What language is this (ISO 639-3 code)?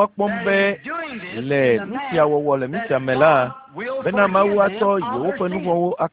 ewe